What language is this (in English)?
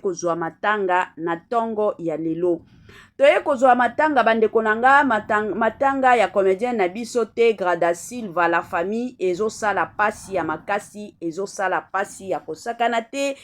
Lingala